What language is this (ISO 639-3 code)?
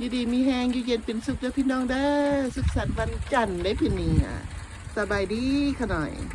lao